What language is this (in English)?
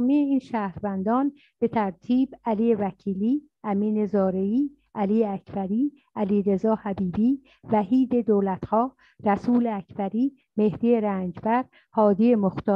Persian